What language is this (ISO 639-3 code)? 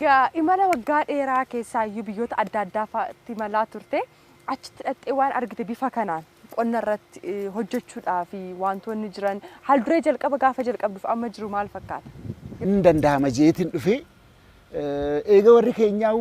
orm